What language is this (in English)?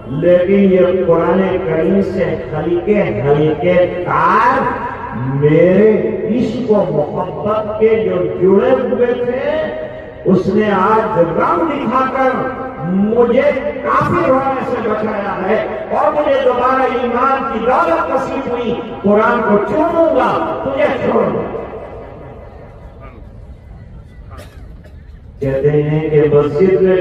Urdu